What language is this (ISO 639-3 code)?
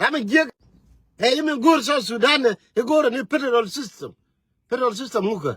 nus